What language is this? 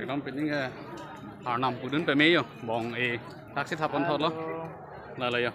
Karbi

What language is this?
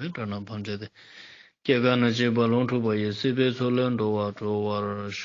Ladakhi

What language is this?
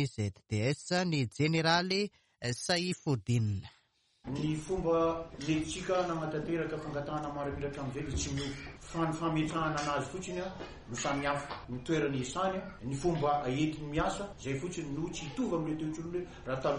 Malagasy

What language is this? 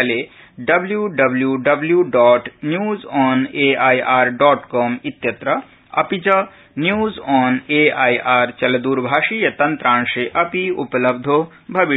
Sanskrit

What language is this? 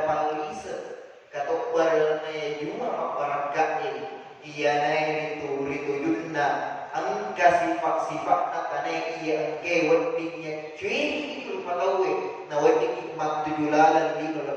Buginese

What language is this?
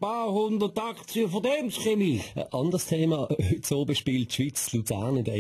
Swiss German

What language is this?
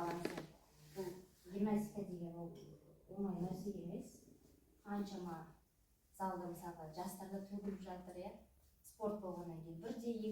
Kazakh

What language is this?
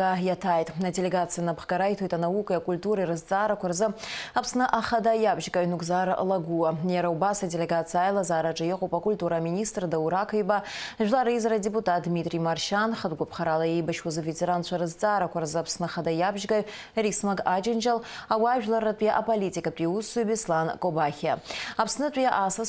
Abkhazian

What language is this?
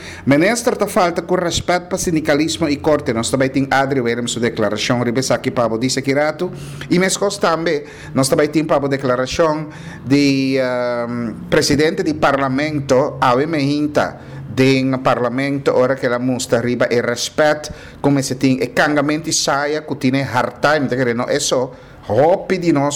Papiamento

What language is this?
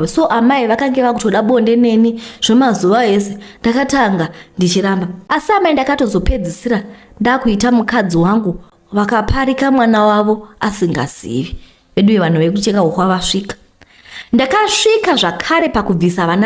Shona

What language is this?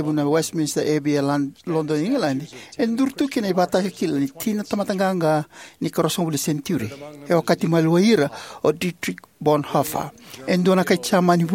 Fijian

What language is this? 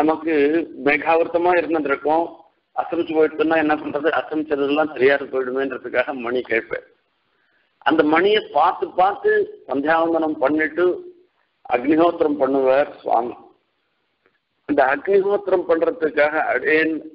Tamil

